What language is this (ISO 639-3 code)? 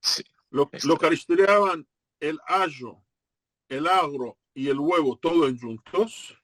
lad